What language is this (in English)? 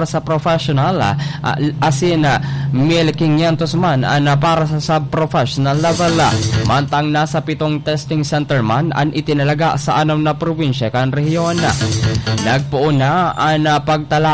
Bikol